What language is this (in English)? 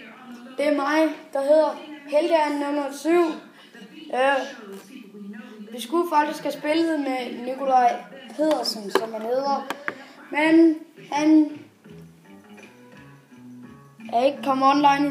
Danish